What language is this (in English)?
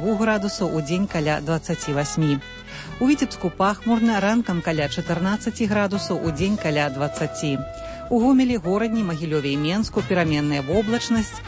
Belarusian